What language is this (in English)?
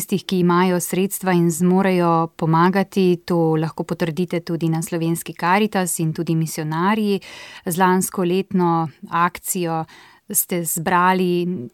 Slovenian